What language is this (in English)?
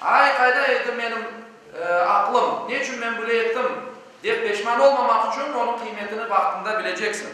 Crimean Tatar